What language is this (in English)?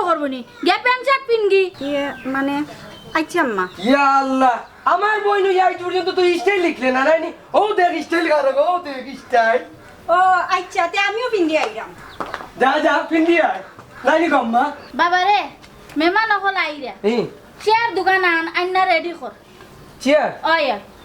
Sylheti